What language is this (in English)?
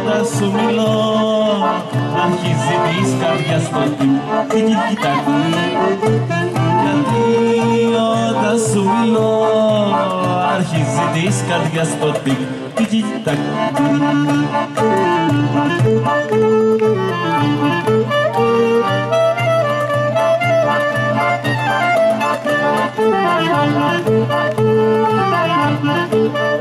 Greek